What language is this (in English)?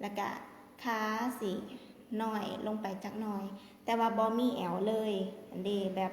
Lao